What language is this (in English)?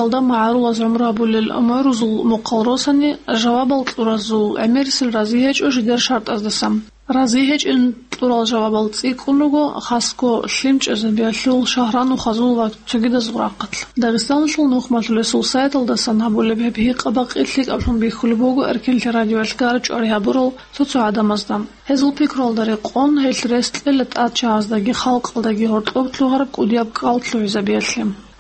Avaric